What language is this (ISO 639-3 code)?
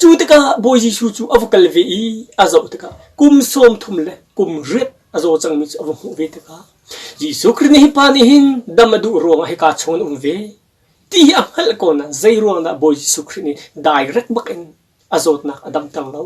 cnh